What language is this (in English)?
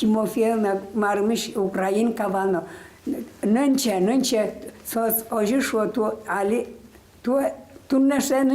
Udmurt